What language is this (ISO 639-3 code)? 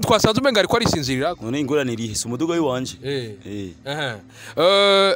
run